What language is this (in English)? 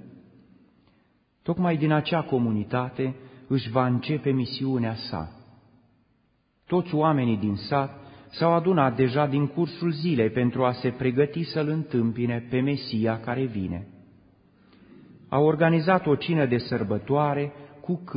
Romanian